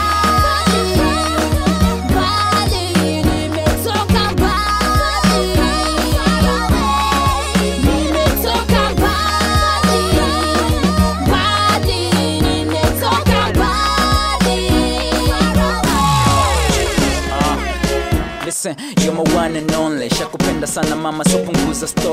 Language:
Swahili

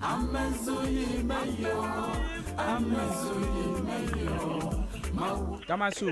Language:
Ewe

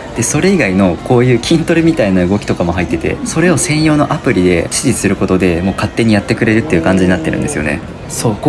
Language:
Japanese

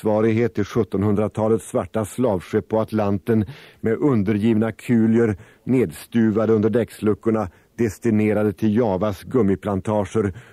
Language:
Swedish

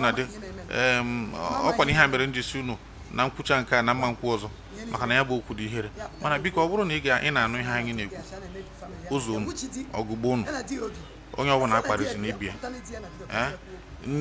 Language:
Igbo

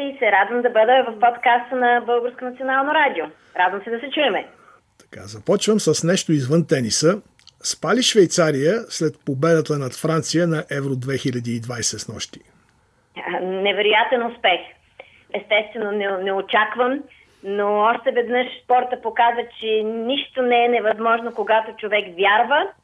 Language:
Bulgarian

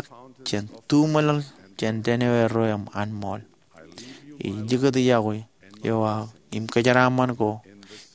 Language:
Marshallese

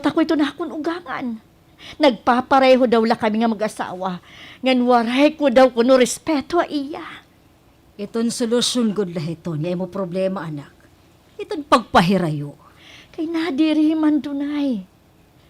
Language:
Waray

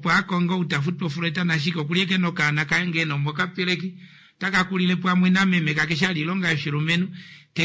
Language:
Kuanyama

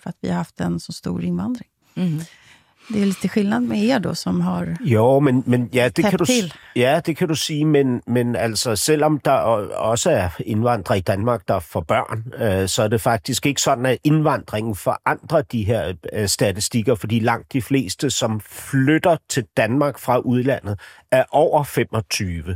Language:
Danish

